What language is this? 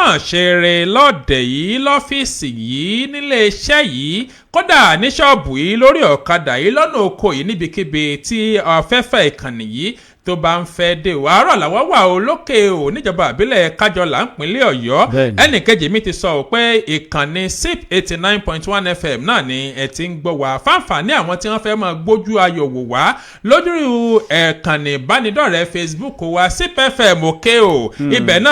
Yoruba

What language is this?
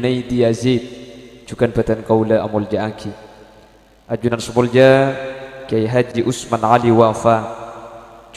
Madurese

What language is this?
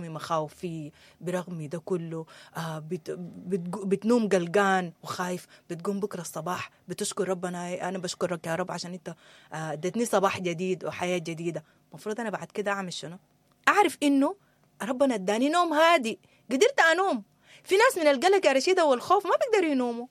Sudanese Arabic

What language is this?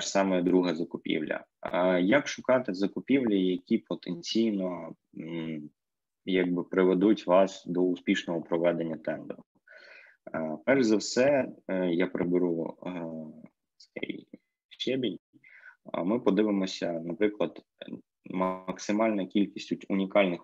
Ukrainian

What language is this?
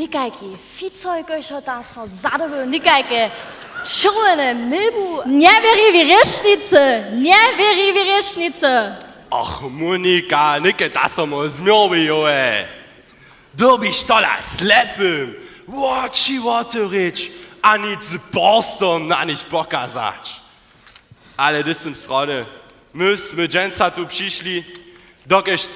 Upper Sorbian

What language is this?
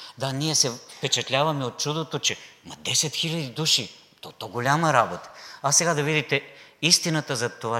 Bulgarian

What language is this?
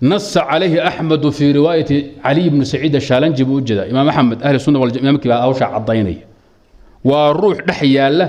Somali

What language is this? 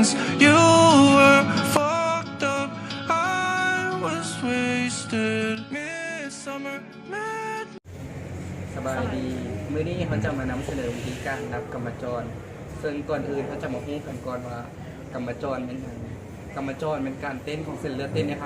Lao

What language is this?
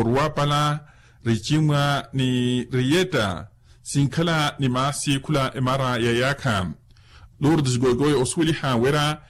Makhuwa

